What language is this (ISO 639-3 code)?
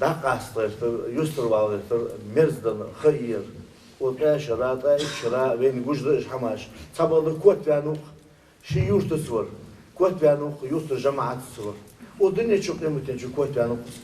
inh